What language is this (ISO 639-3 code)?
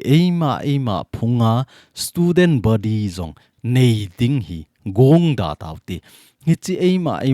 tcz